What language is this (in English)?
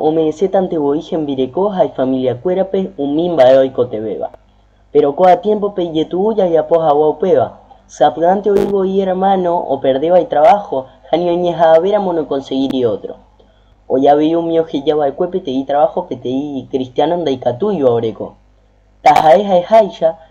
Guarani